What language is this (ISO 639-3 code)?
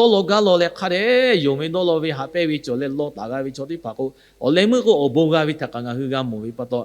lhu